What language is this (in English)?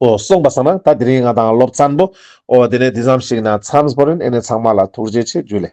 Ladakhi